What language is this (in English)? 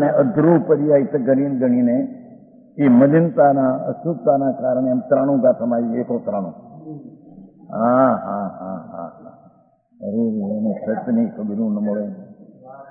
Gujarati